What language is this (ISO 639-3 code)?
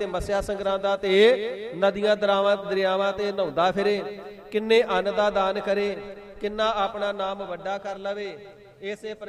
pan